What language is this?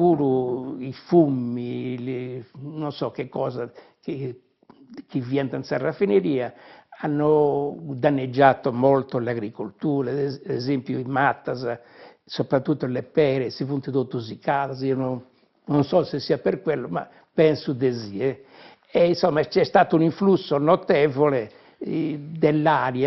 Sardinian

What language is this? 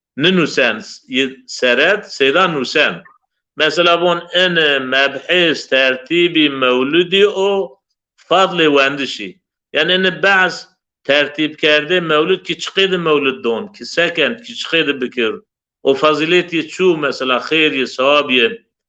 Zaza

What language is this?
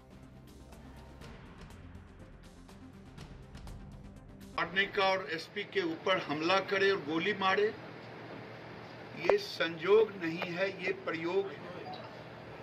Hindi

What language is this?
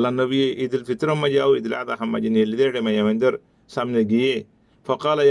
Rohingya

